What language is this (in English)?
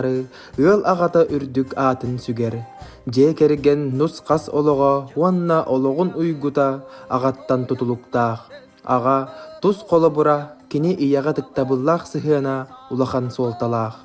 Yakut